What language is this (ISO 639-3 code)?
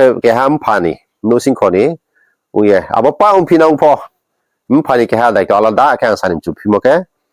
ria